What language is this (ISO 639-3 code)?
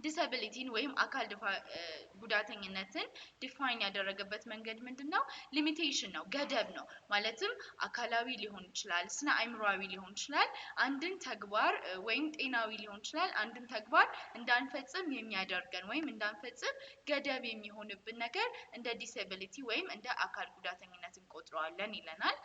amh